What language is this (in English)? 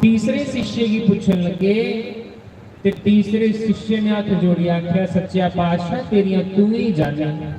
Dogri